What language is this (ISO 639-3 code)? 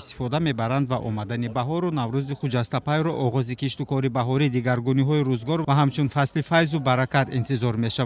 tgk